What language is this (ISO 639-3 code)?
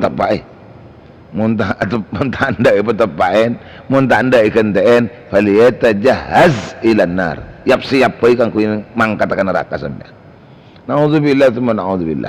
mad